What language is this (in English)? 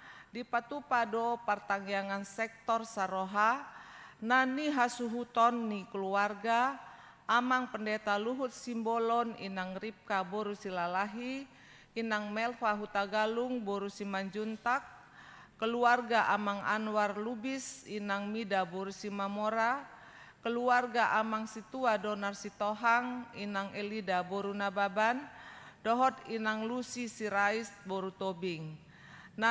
Batak Toba